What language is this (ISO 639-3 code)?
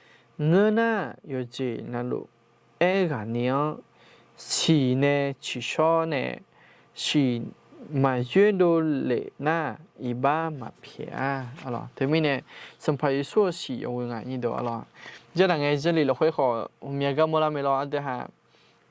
ahk